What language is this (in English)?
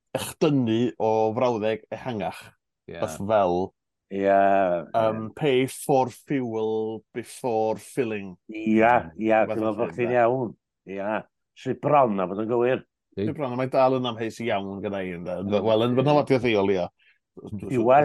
Welsh